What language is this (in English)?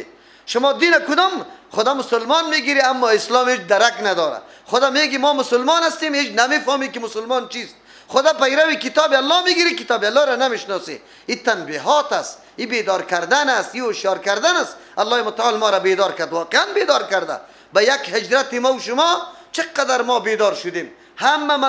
Persian